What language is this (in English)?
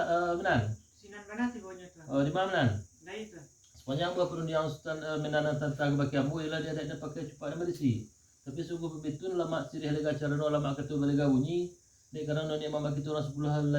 Minangkabau